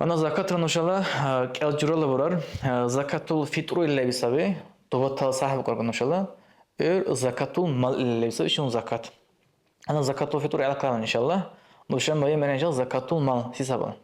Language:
Dargwa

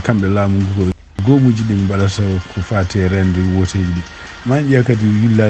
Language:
Fula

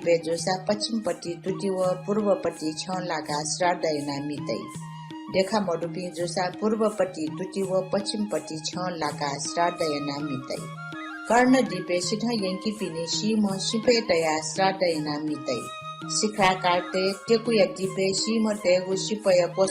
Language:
Newari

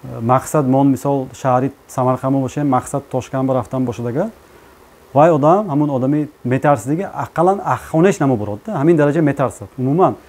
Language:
Tajik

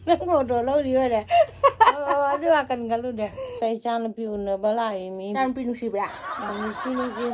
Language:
Manipuri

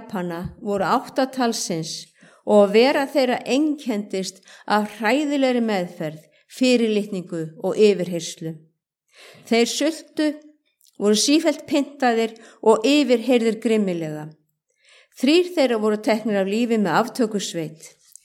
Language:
Icelandic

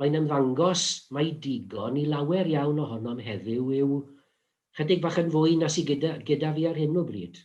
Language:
Welsh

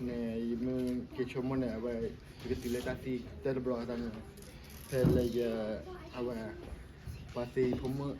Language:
S'gaw Karen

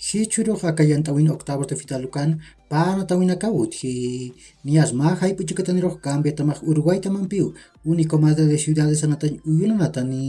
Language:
Aymara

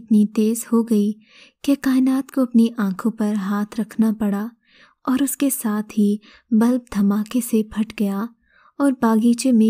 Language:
Urdu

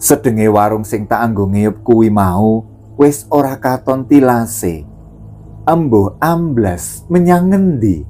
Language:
Javanese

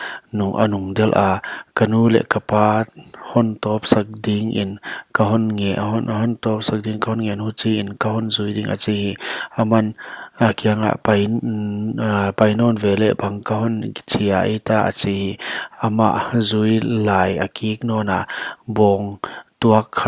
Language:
Paite Chin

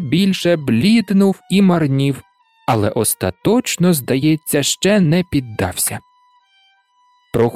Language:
Ukrainian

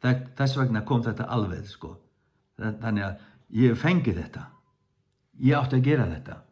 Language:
Faroese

